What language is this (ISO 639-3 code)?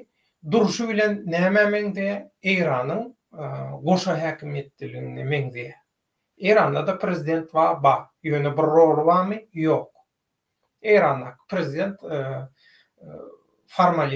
tuk